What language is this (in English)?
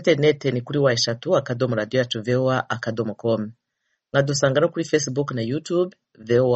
Kinyarwanda